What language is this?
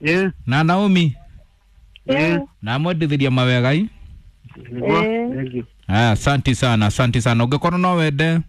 Kikuyu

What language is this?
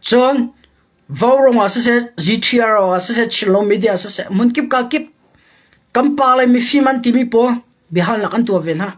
Hakha Chin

